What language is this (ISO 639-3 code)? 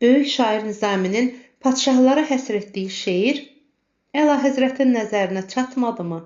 aze